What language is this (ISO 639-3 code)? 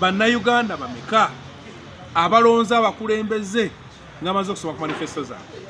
lug